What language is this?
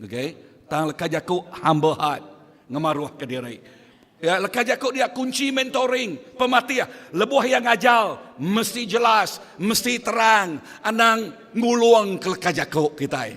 Iban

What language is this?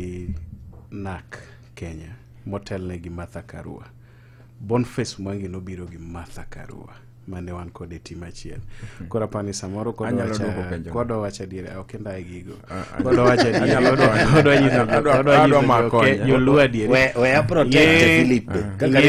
Luo (Kenya and Tanzania)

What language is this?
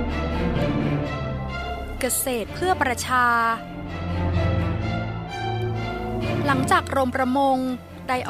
Thai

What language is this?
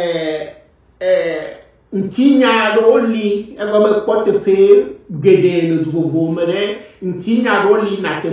Ewe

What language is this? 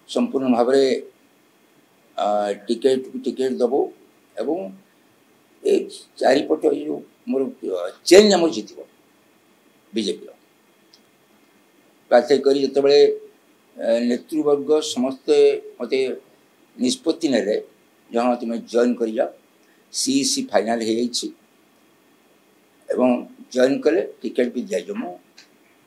Odia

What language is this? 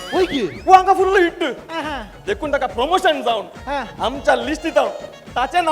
Konkani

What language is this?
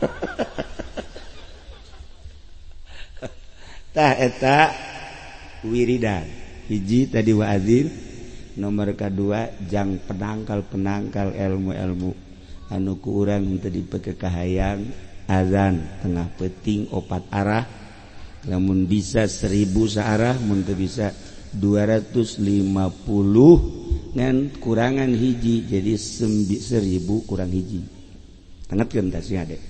Sundanese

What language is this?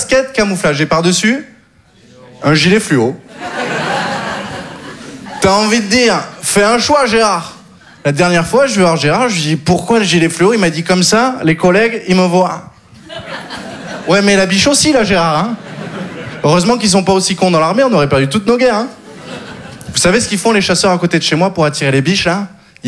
French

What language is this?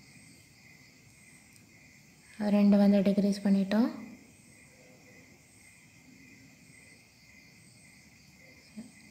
Tamil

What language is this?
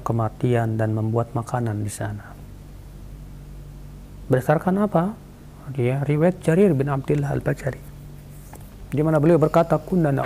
Indonesian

